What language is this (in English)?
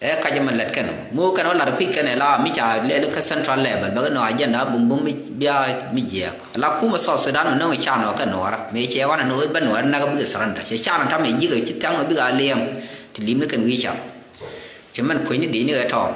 Nuer